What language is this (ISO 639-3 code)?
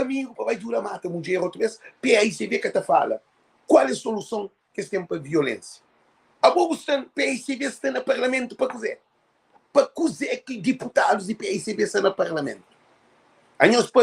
kea